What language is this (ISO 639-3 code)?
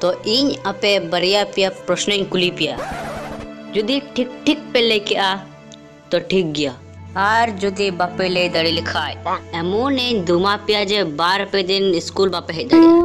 sat